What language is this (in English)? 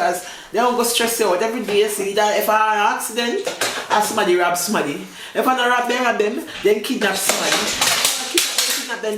Jamaican Creole English